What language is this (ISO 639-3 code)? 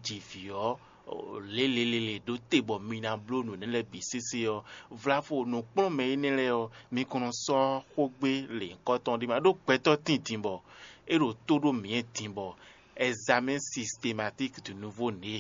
fon